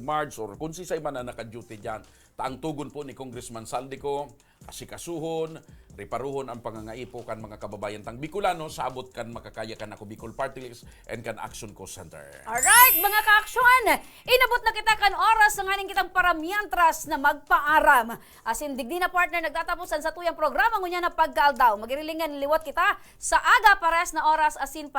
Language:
Bikol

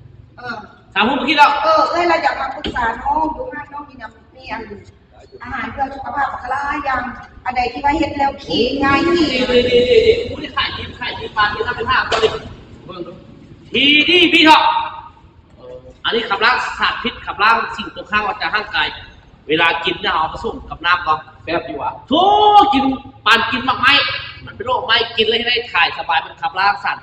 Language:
Northeastern Thai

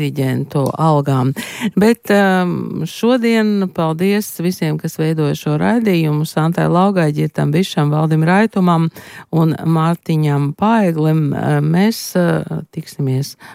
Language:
Latvian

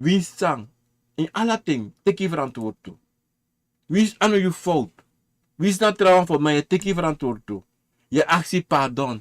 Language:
Sranan Tongo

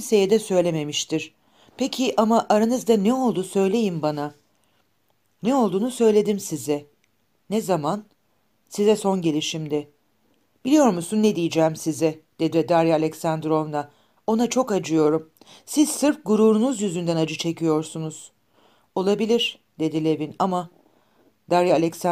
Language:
Turkish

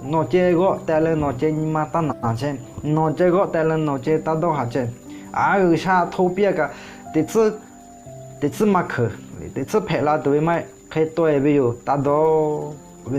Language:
Lahu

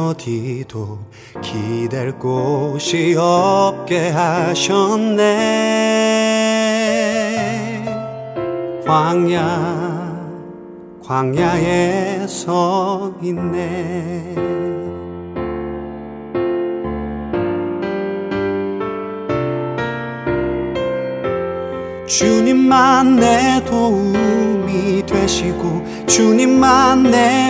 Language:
Korean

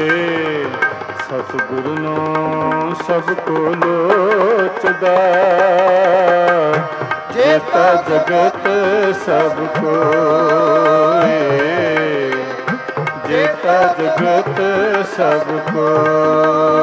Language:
Punjabi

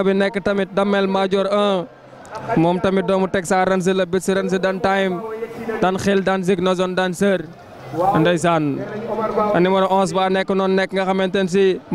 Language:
Wolof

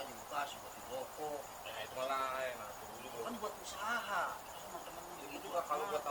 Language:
Betawi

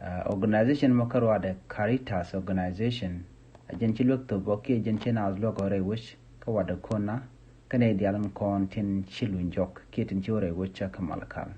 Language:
Nuer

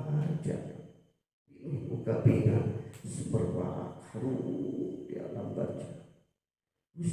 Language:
Sundanese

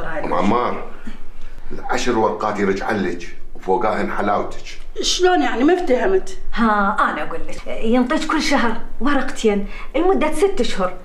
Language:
Mesopotamian Arabic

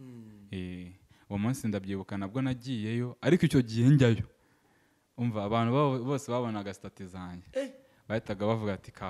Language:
Kinyarwanda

